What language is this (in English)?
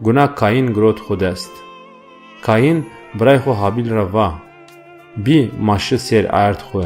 Zaza